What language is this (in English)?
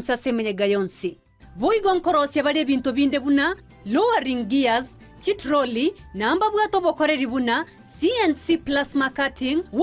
Gusii